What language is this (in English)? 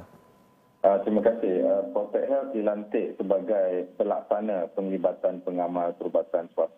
Malay